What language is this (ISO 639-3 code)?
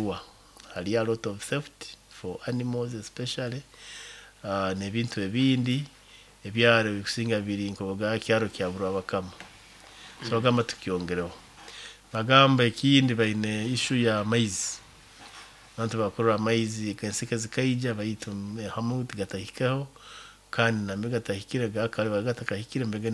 nyo